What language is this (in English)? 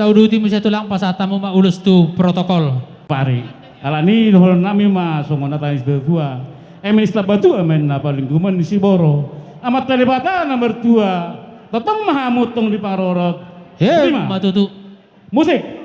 Batak Toba